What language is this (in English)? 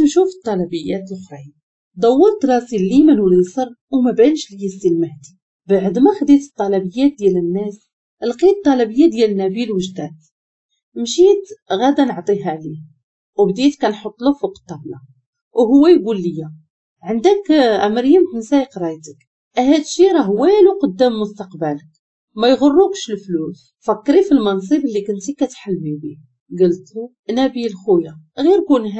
Moroccan Arabic